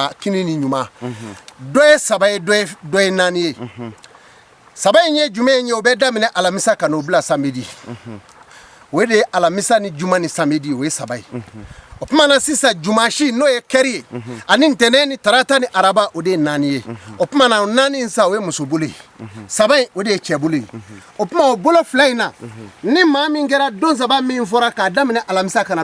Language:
Bambara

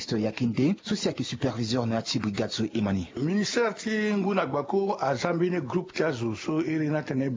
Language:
Sango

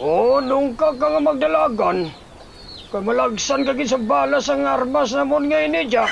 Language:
Hiligaynon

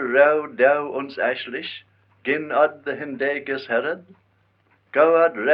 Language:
Manx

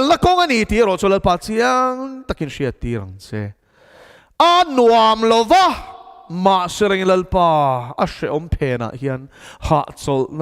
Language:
Mizo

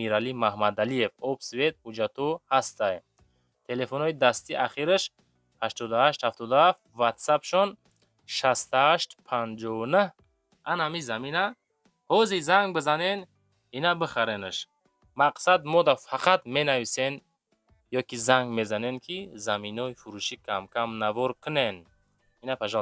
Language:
Tajik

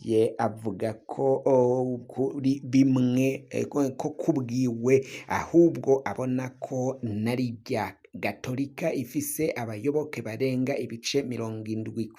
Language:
Rundi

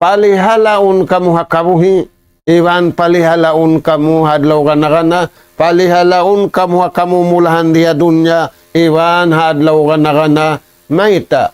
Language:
Tausug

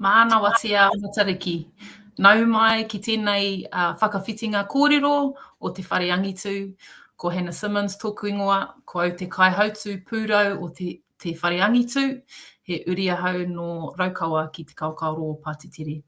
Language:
Māori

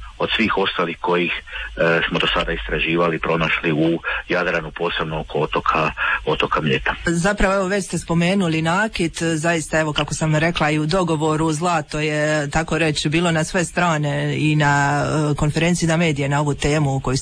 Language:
Croatian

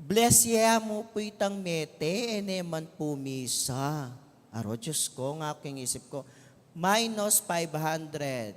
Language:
Pampanga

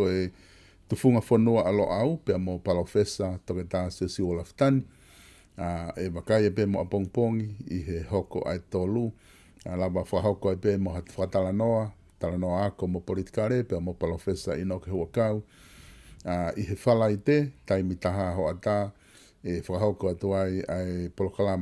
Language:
Tongan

